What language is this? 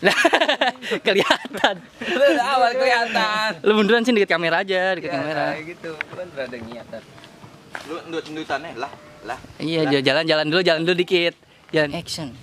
Betawi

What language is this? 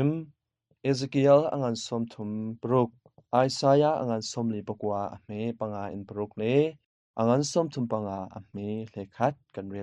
Hakha Chin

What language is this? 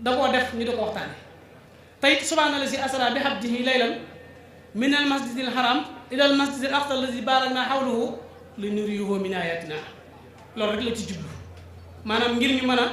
Wolof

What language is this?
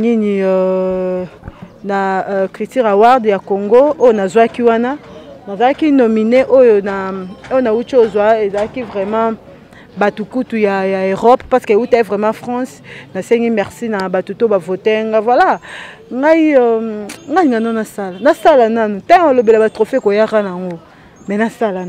Lingala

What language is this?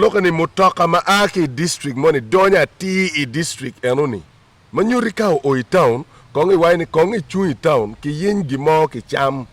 Acoli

